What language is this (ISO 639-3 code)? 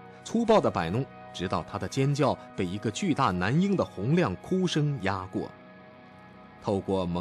zho